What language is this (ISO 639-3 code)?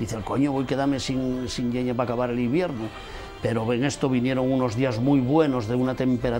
ast